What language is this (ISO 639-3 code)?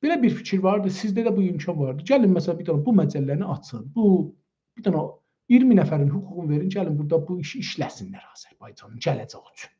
azb